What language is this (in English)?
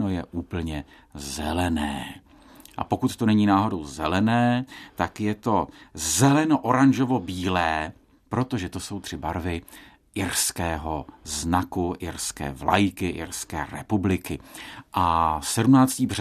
Czech